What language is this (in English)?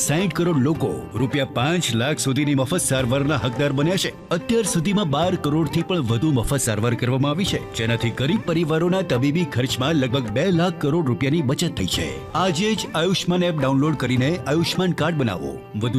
Gujarati